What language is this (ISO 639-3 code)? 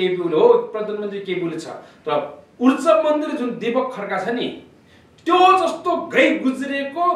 nep